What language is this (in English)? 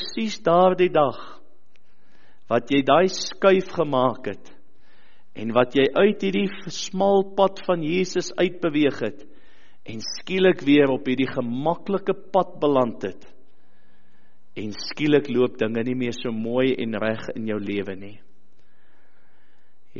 Afrikaans